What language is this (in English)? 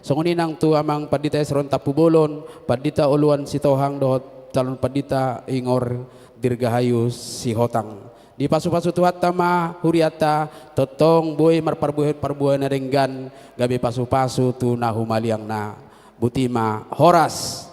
Batak Toba